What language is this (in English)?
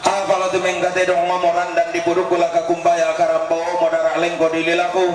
Toraja-Sa'dan